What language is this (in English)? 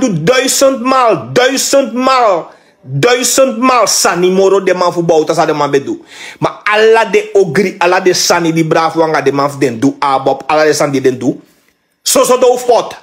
Sranan Tongo